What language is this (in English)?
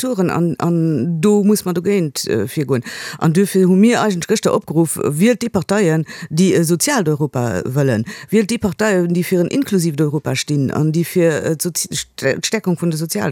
Luxembourgish